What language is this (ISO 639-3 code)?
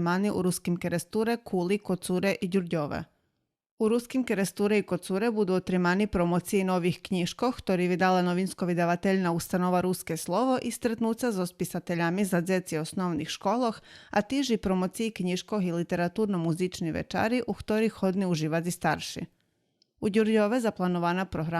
rue